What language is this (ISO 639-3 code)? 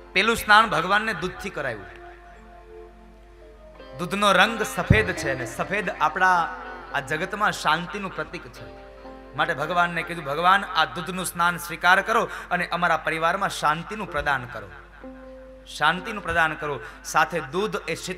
guj